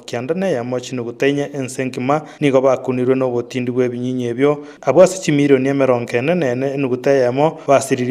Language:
Gusii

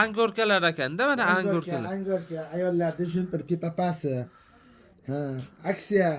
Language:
Uzbek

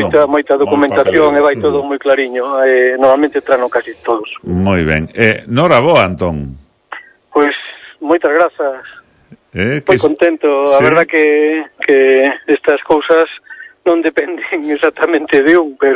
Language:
Galician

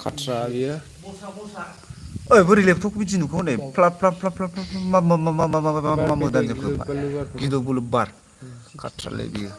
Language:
Bodo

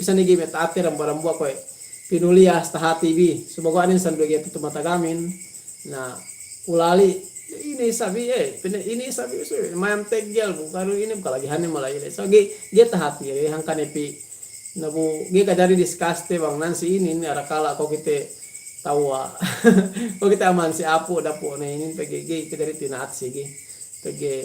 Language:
Yakan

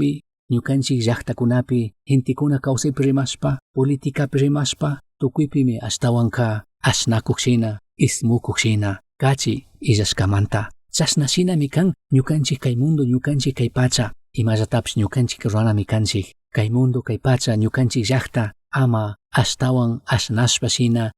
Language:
Chimborazo Highland Quichua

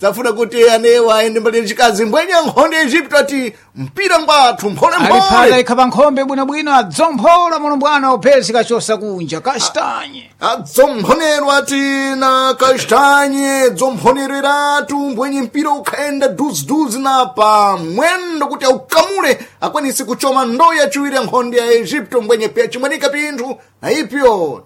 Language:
Sena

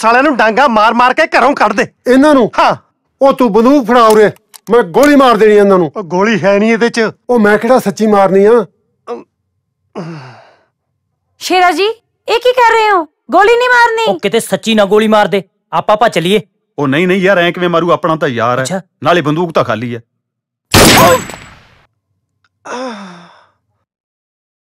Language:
Punjabi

